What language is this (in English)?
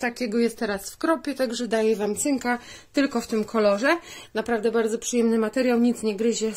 Polish